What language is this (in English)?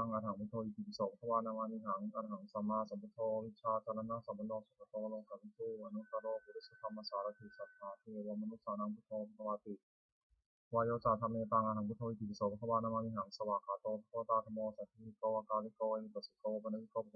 Pali